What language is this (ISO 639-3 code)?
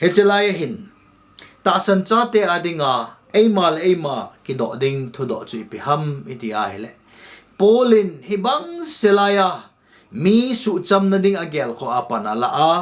tcz